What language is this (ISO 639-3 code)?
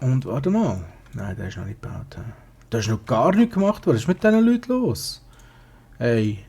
gsw